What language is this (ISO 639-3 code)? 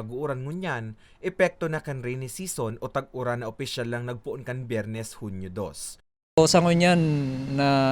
bik